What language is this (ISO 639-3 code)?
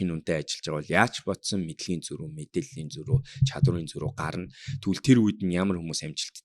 mon